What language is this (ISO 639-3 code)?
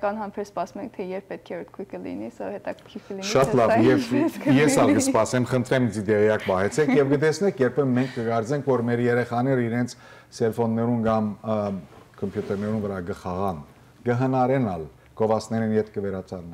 hyw